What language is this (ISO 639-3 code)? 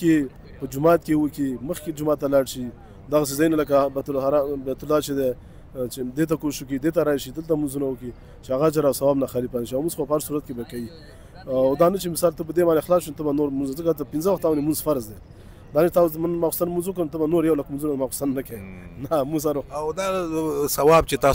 pus